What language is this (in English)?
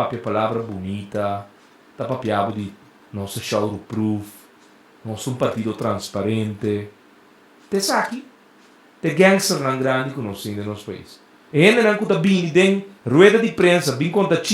Papiamento